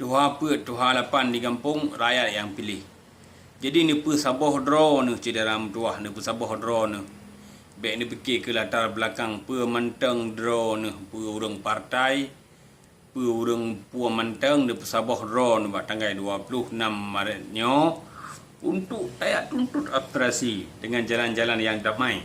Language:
Achinese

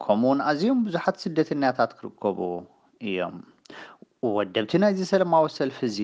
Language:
Tigrinya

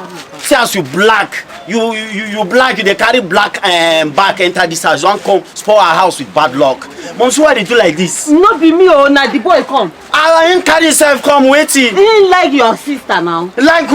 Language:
Nigerian Pidgin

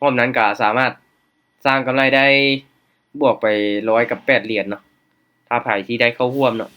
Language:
Lao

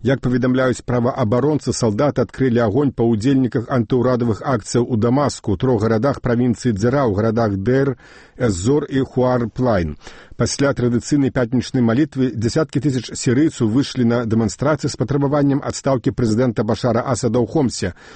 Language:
Belarusian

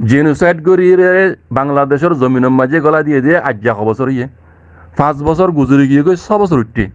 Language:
Rohingya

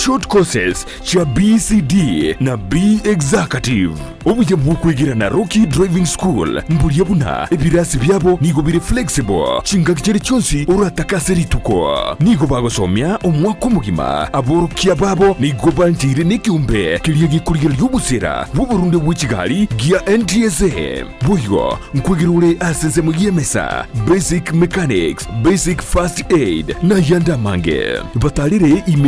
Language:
Gusii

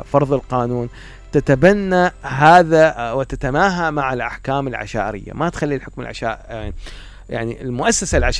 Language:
Mesopotamian Arabic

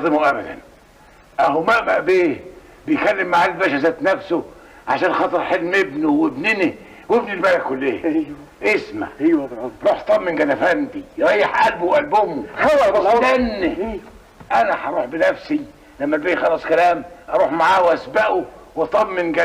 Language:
Egyptian Arabic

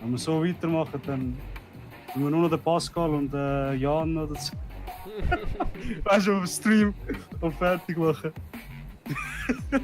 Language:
Swiss German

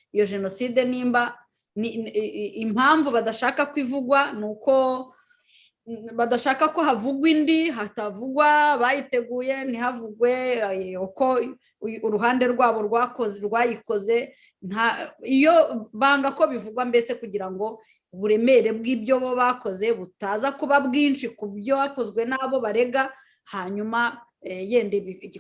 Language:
Kinyarwanda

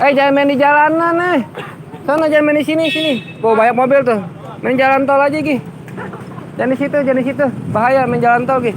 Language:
Betawi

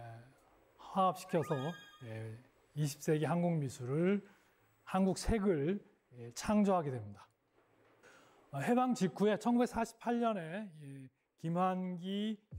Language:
Korean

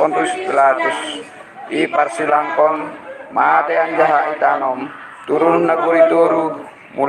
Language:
Batak Simalungun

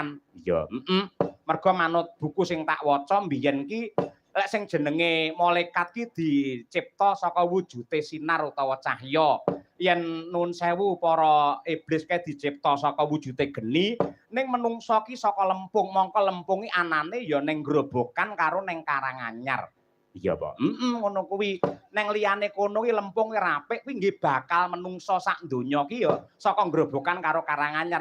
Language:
Javanese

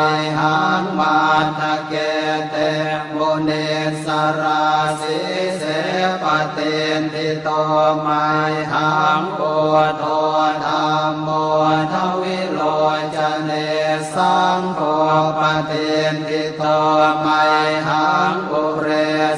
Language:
Pali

